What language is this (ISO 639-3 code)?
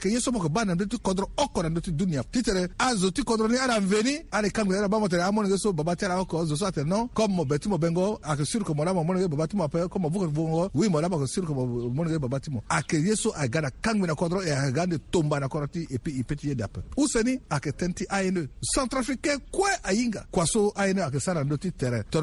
sag